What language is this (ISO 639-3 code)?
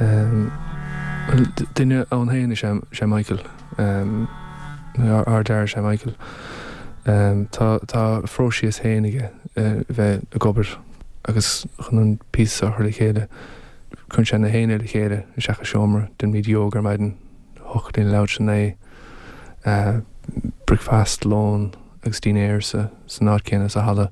gle